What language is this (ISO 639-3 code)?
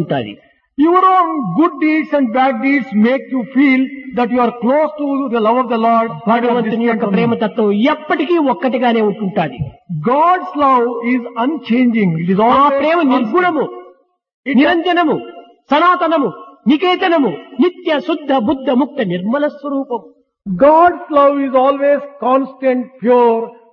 tel